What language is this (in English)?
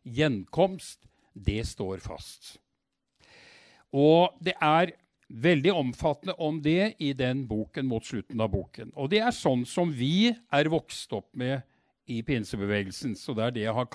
Norwegian